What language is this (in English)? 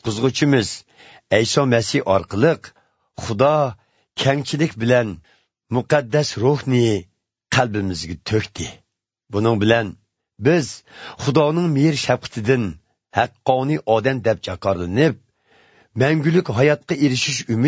Uzbek